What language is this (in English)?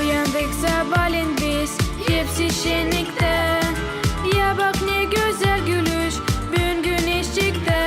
Gagauz